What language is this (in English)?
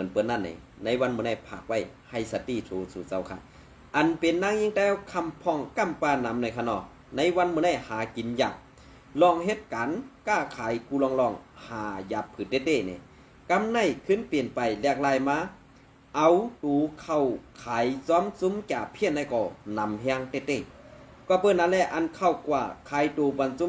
Shan